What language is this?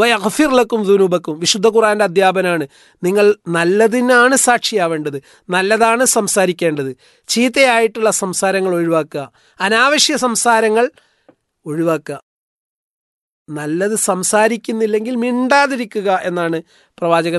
Malayalam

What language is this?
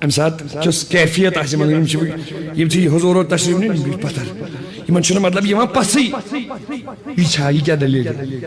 Kashmiri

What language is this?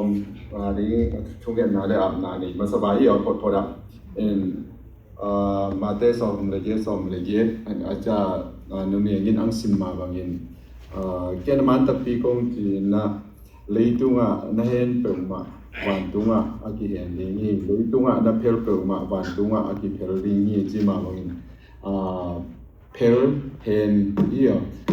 Tedim Chin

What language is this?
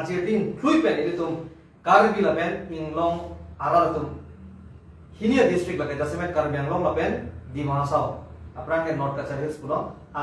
Karbi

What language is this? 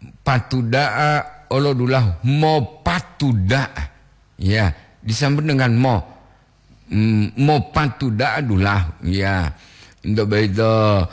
Gorontalo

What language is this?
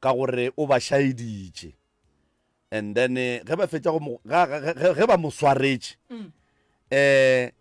Northern Sotho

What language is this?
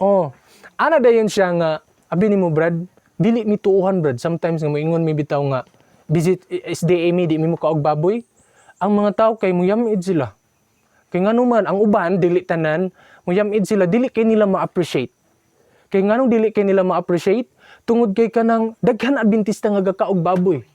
Cebuano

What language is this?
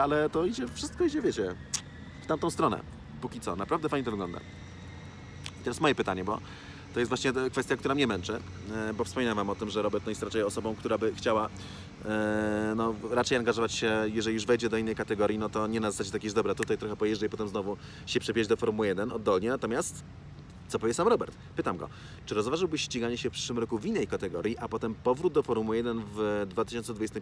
Polish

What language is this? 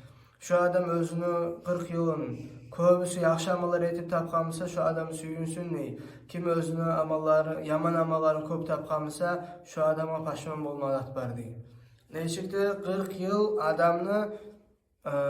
Kumyk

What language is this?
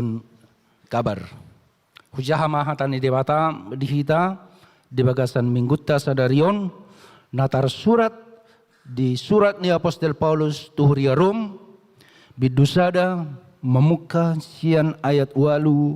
Batak Toba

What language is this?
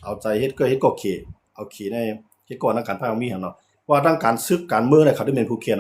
Shan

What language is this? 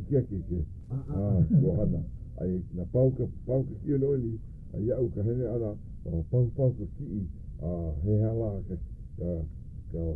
Hawaiian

